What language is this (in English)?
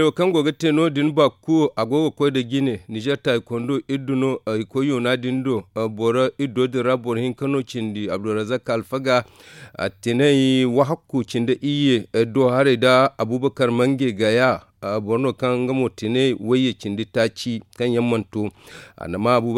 Zarma